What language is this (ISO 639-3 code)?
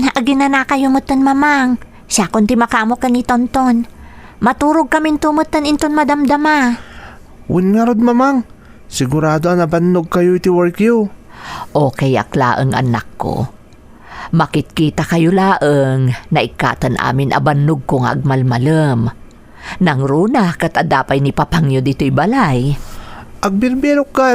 ilo